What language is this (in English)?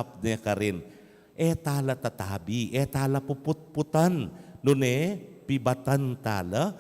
Pampanga